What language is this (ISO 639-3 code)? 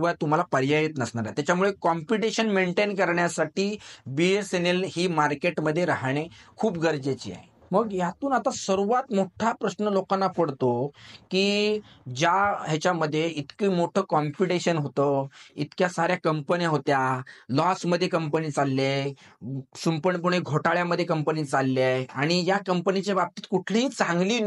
mar